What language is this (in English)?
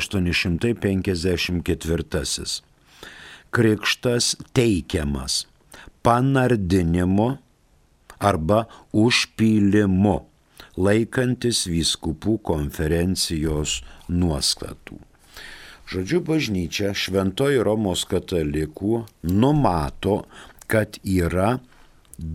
Lithuanian